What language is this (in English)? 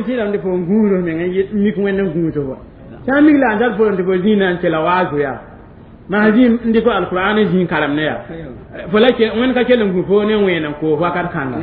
Mossi